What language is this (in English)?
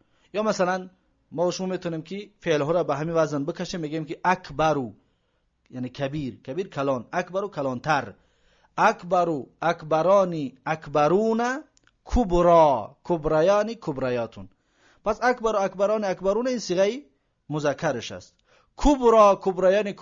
Tajik